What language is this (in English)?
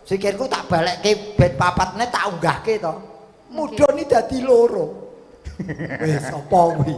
Javanese